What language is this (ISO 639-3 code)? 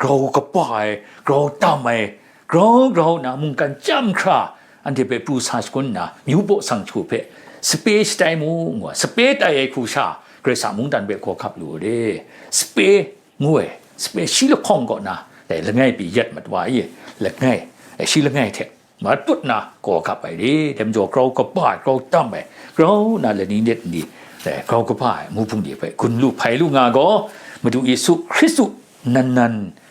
kac